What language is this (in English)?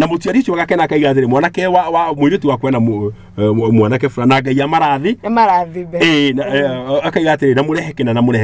Kikuyu